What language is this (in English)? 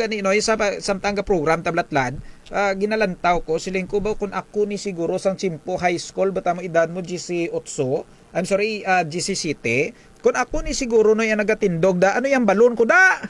Kinaray-a